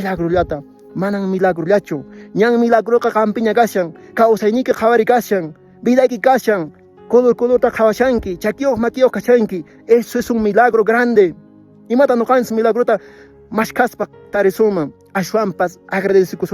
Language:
Quechua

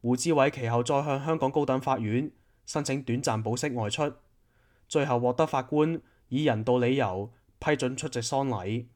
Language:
Cantonese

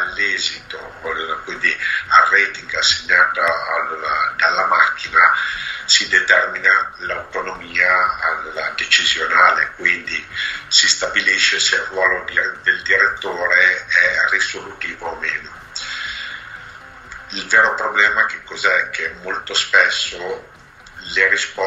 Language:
Italian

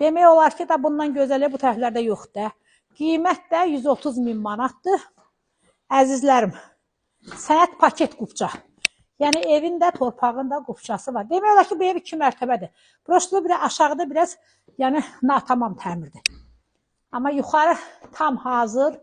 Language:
Azerbaijani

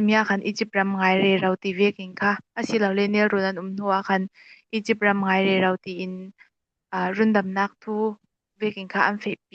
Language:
Falam Chin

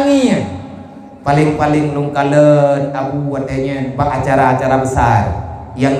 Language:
Achinese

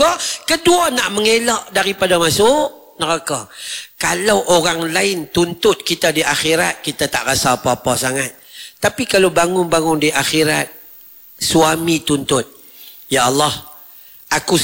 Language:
Malay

